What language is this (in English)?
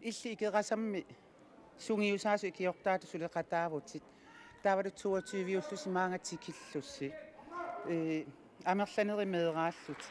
Kalaallisut